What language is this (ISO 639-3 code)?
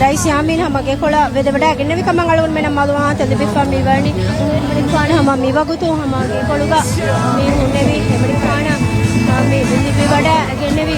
div